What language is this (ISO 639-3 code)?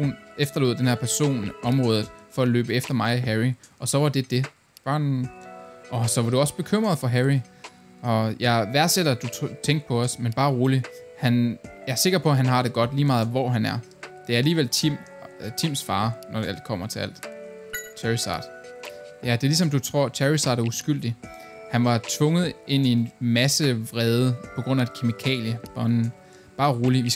dan